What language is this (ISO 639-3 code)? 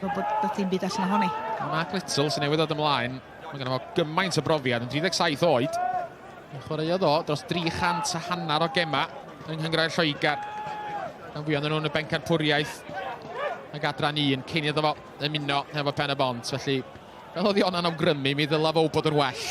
cym